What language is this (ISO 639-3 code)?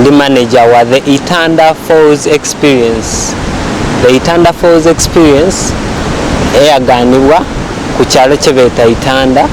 xog